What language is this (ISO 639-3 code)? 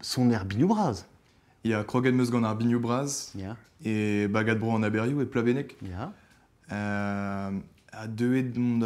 bre